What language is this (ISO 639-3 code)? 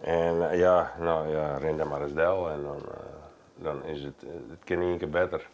fry